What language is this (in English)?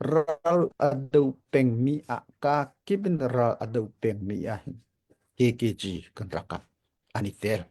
Hakha Chin